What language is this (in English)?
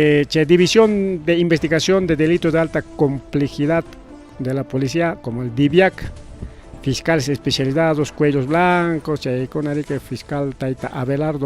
Ayacucho Quechua